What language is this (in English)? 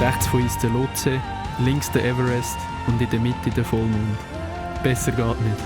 Swiss German